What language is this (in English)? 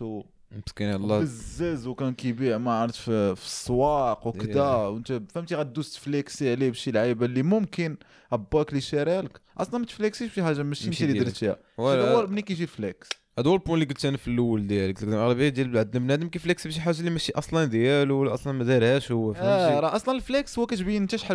Moroccan Arabic